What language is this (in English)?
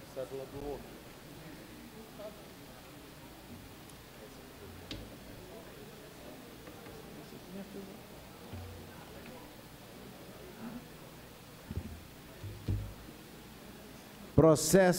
Portuguese